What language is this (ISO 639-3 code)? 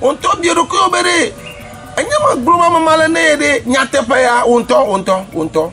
ewe